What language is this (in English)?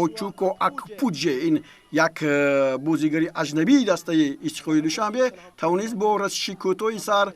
Tajik